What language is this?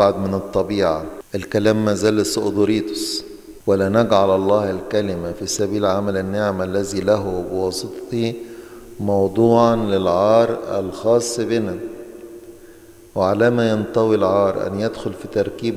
Egyptian Arabic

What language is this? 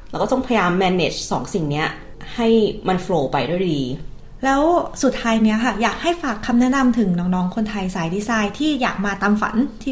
Thai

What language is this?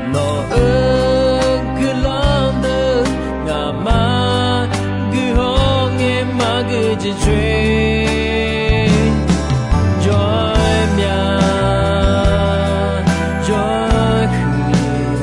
Akha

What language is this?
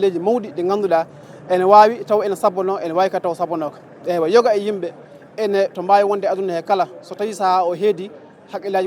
Fula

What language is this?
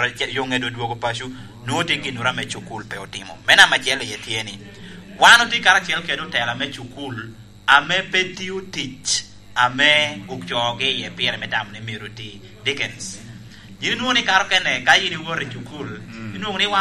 Lango (Uganda)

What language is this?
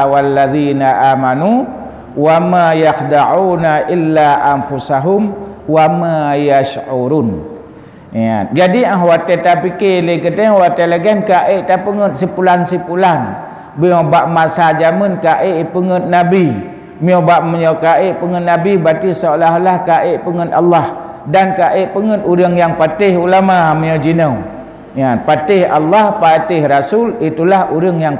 Achinese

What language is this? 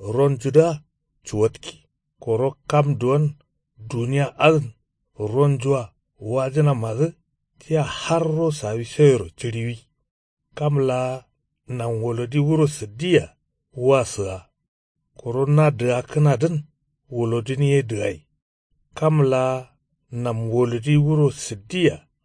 Kanuri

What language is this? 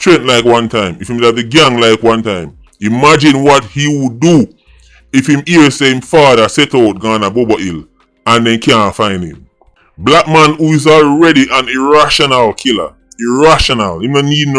Jamaican Creole English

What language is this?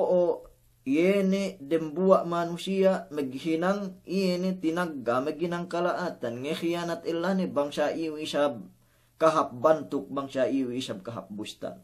Yakan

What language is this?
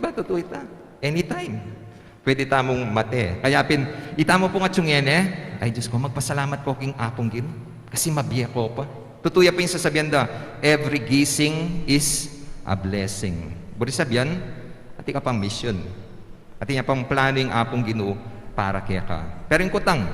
Pampanga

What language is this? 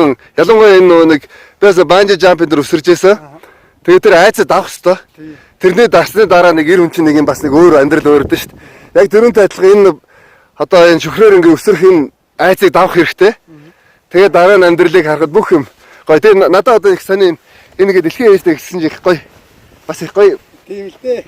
Mongolian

